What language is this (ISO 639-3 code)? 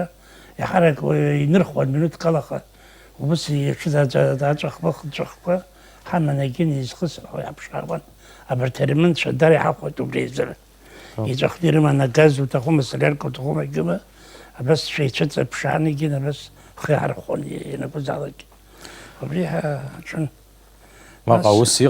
abk